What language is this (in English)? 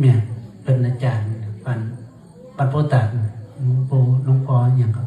Northeastern Thai